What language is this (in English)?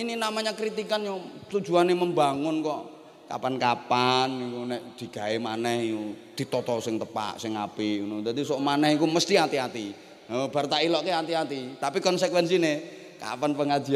Javanese